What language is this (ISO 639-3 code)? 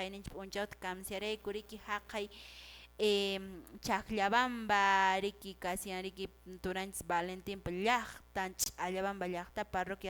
que